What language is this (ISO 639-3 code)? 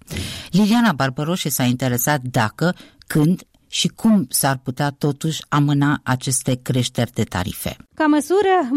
ron